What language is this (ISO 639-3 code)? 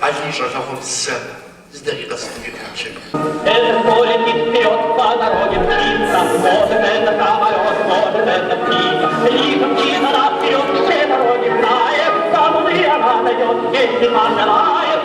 kbd